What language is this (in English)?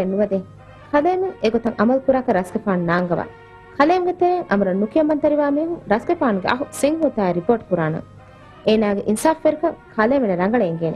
Divehi